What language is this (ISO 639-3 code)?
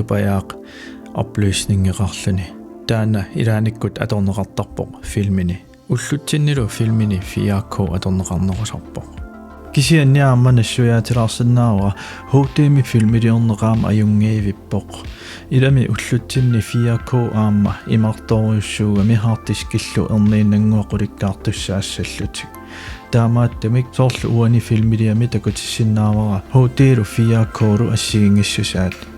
kal